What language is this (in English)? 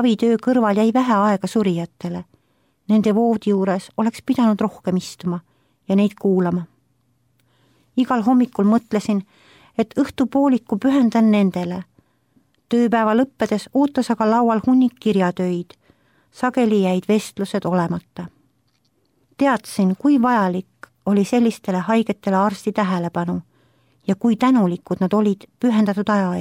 Estonian